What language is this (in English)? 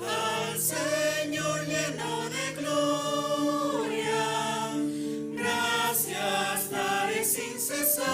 Aymara